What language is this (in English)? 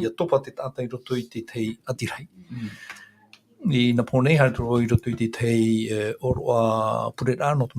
Tahitian